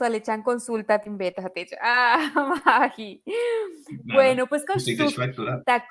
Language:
Yucateco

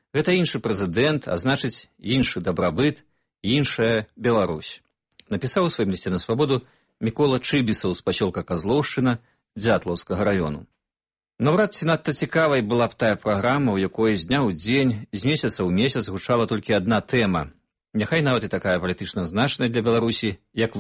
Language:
Belarusian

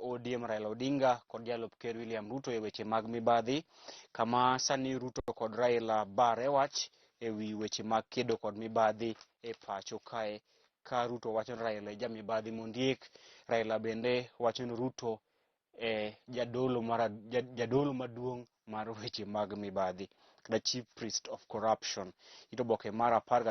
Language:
Luo (Kenya and Tanzania)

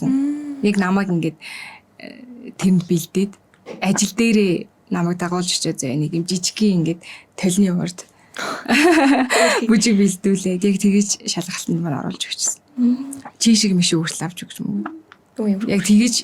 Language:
Mongolian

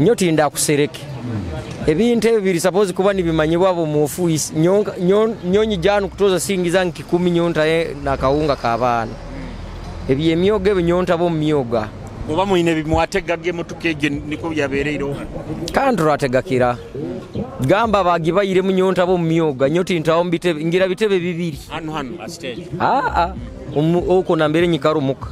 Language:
Nyoro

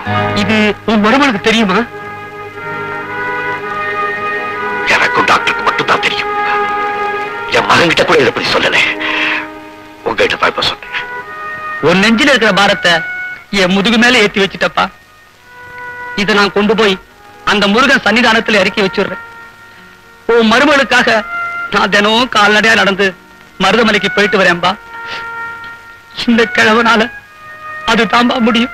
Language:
Tamil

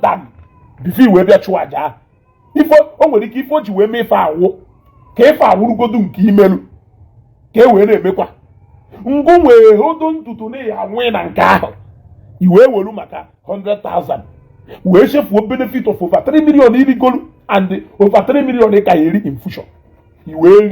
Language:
Igbo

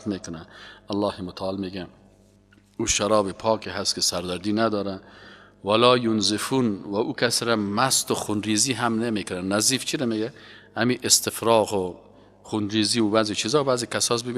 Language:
Persian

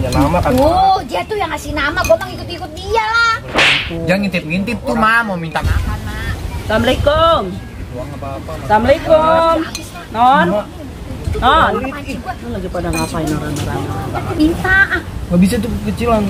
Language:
Betawi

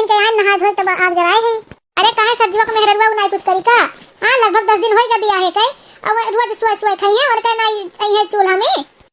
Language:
Awadhi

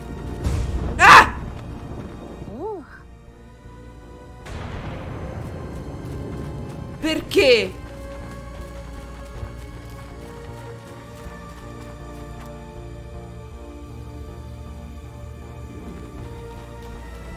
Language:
Italian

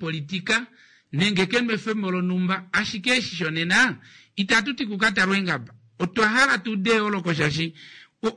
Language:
Kuanyama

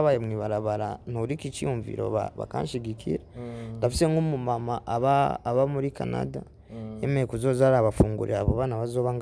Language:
Rundi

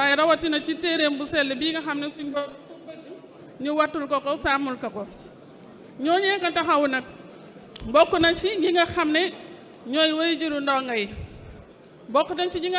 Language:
Wolof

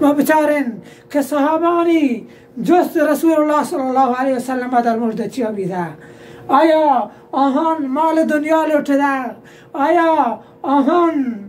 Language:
Baluchi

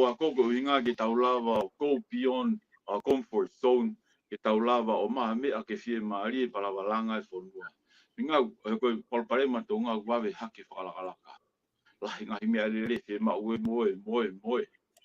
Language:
Tongan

